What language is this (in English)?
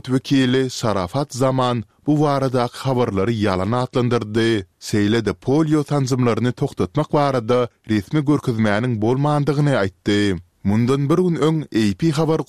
Turkmen